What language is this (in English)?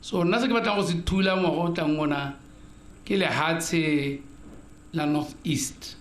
Tswana